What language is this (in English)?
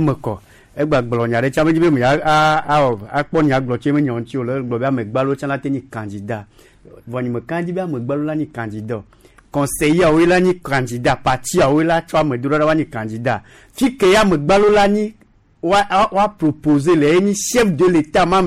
Gen